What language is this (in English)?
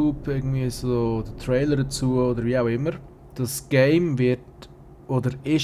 Swiss German